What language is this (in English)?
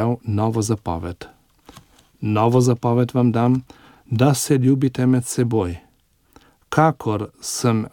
Slovenian